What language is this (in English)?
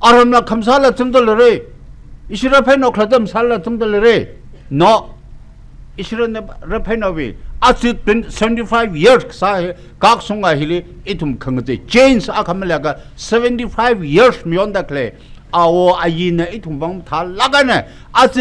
Tangkhul Naga (India)